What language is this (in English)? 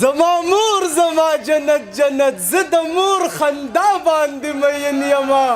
Pashto